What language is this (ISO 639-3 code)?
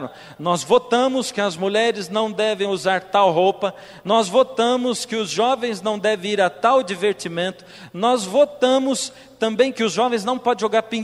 por